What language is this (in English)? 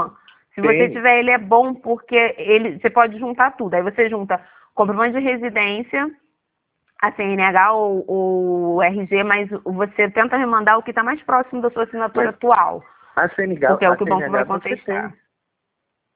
Portuguese